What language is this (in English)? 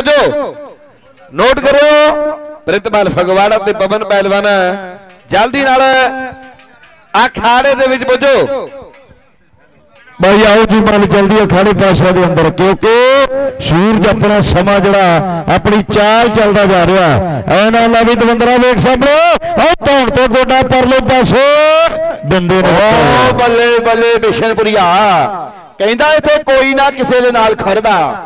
Punjabi